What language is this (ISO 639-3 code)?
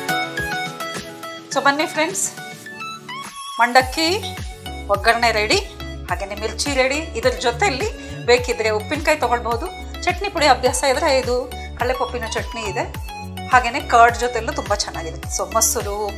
kan